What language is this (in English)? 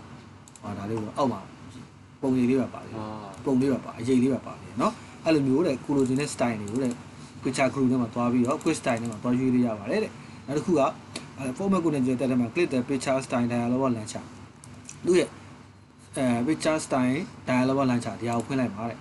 Burmese